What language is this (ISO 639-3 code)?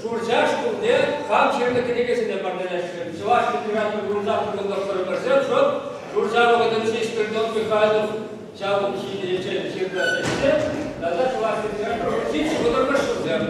chv